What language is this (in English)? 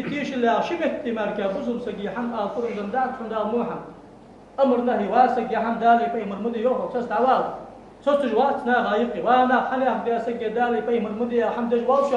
Ingush